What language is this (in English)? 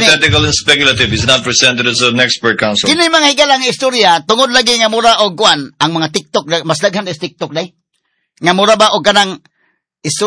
Cebuano